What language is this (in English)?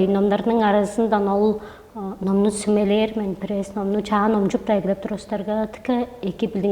Tuvinian